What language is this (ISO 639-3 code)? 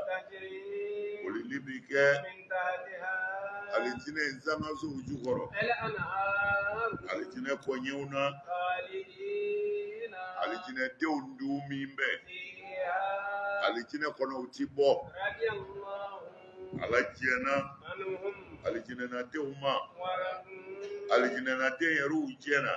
bam